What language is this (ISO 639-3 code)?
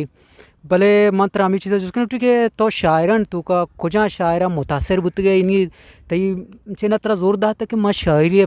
bgp